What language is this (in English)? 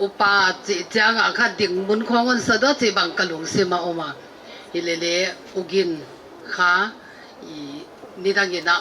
Paite Chin